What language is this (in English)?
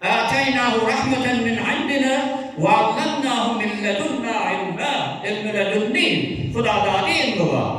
Turkmen